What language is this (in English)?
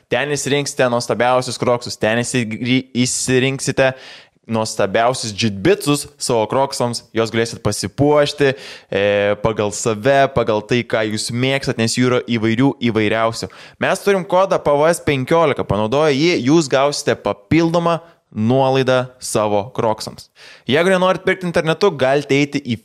Lithuanian